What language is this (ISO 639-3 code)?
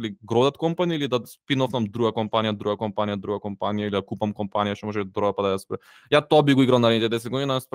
mkd